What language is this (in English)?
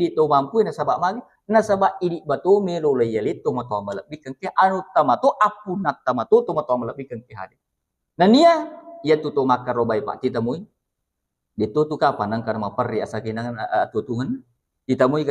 Buginese